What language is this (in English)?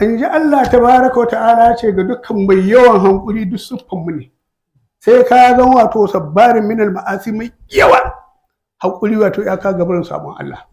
Hausa